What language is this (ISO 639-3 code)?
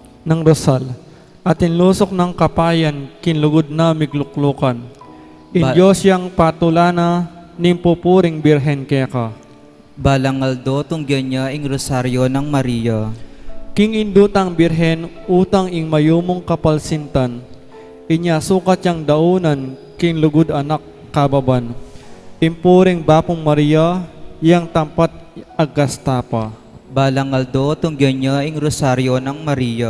pam